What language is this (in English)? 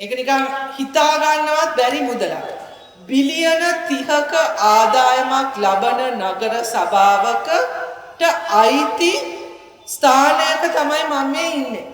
Sinhala